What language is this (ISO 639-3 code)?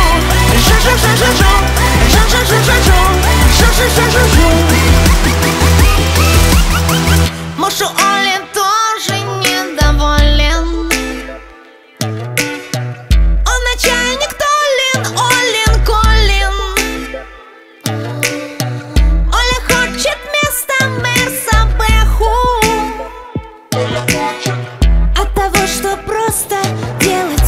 rus